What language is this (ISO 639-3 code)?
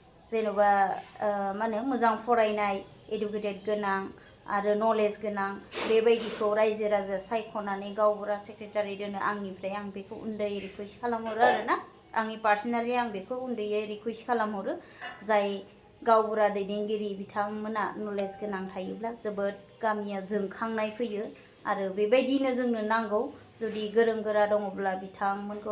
brx